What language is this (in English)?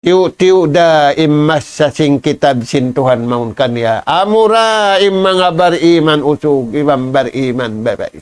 Tausug